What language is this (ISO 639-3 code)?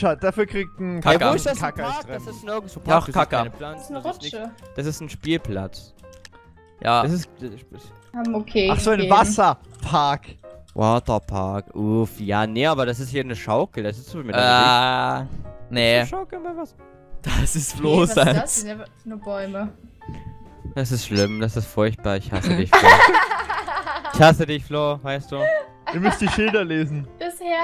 deu